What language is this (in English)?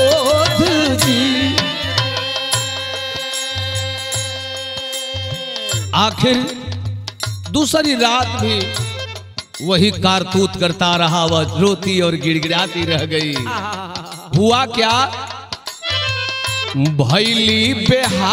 Bhojpuri